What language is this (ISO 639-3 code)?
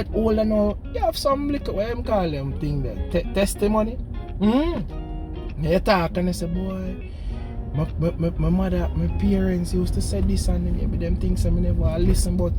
jam